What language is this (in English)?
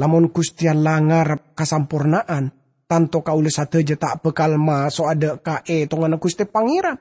Madurese